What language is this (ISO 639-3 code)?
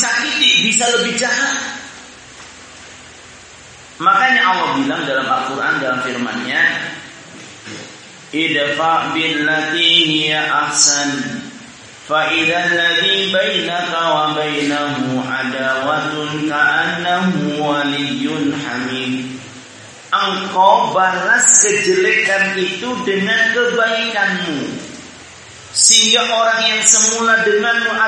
ind